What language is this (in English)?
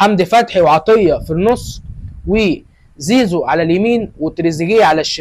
Egyptian Arabic